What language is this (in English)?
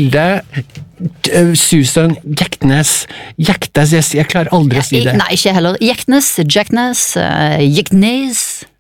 Norwegian